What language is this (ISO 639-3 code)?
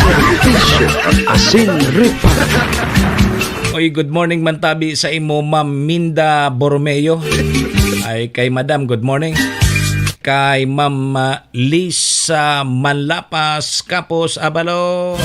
bik